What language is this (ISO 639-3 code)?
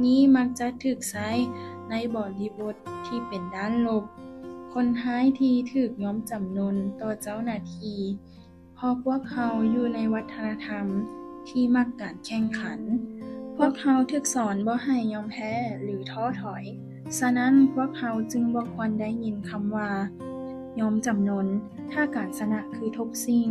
lao